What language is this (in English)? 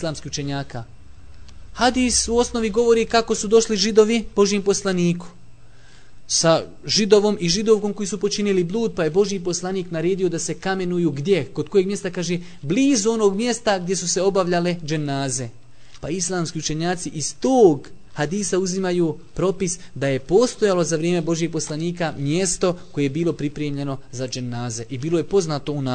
Bosnian